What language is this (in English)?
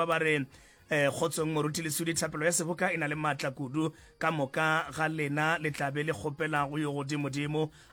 Northern Sotho